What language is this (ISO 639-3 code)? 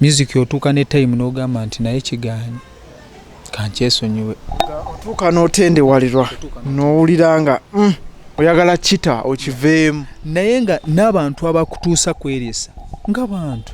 lug